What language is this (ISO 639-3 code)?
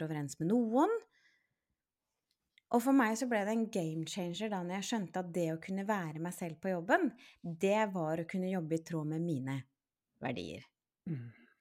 nor